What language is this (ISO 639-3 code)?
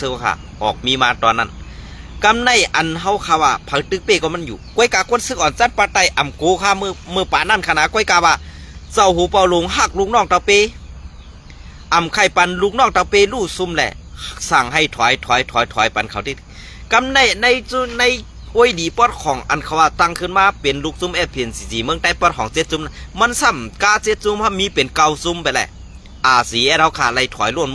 shn